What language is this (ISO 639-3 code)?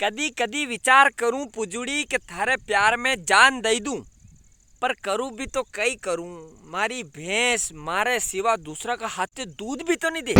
raj